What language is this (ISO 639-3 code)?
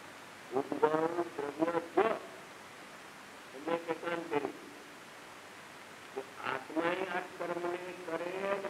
guj